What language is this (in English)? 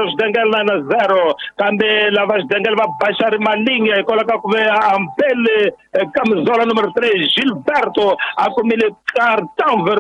Tsonga